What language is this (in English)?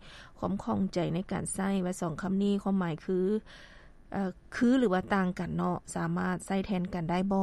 Lao